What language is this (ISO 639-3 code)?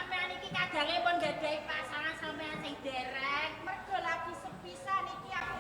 jav